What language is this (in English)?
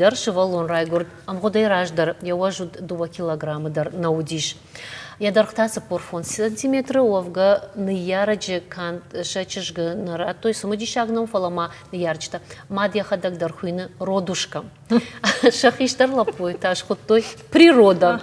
Ossetic